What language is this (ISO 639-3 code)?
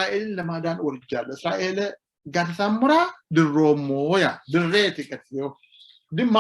sid